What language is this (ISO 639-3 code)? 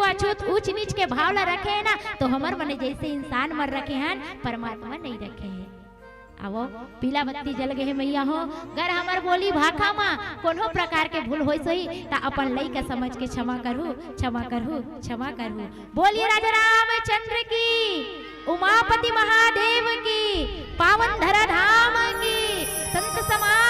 hne